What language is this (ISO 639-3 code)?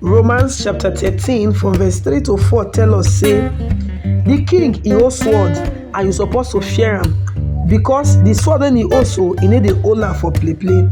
pcm